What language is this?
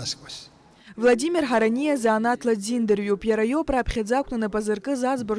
Abkhazian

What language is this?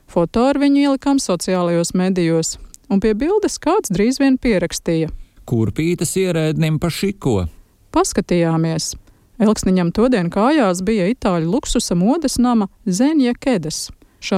Latvian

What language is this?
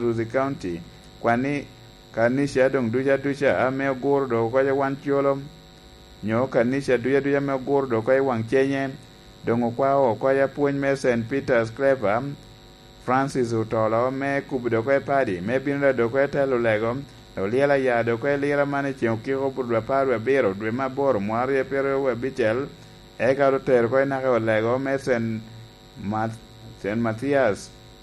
Lango (Uganda)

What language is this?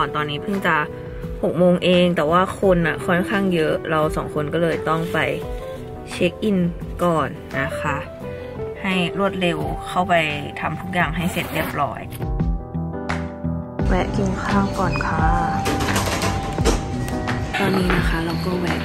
Thai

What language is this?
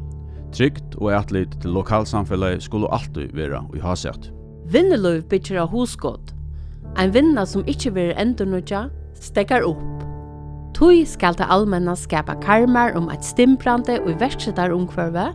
Faroese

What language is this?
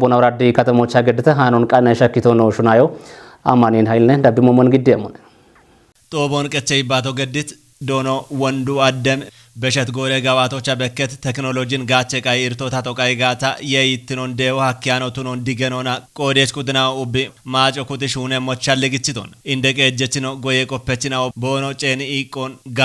Kafa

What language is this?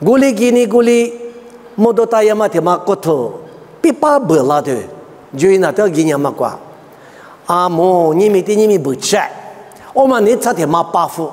Lisu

